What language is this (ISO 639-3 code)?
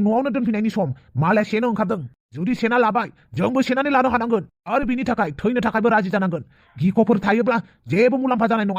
brx